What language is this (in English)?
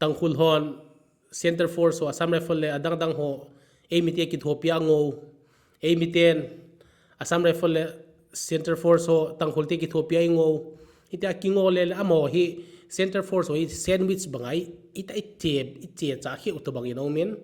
Thado Chin